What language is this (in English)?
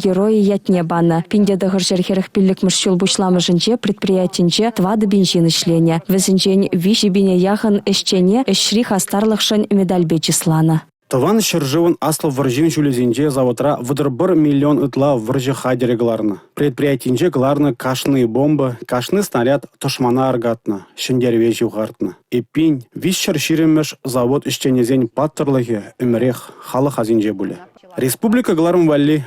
Chuvash